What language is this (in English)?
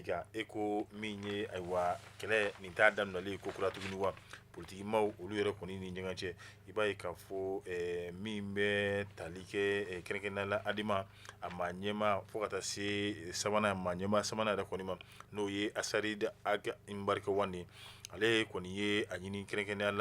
Bambara